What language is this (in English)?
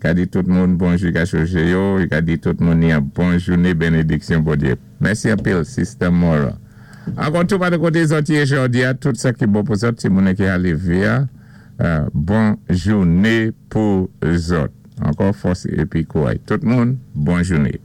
Saint Lucian Creole French